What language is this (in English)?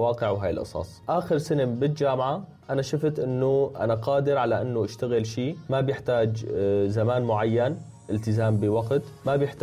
North Levantine Arabic